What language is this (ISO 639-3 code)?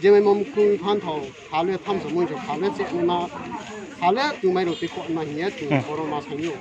trp